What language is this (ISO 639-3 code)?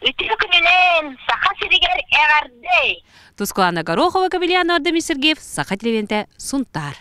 sah